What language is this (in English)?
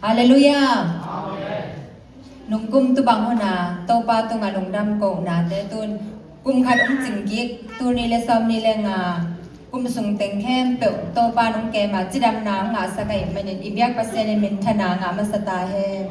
Tedim Chin